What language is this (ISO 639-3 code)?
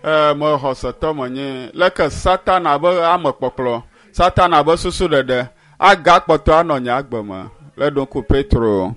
ewe